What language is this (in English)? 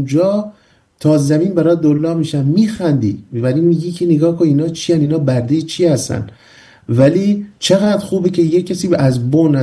Persian